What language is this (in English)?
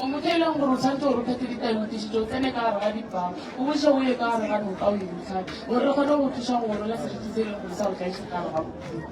Northern Sotho